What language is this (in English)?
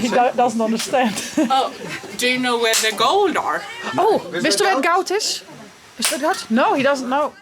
Western Frisian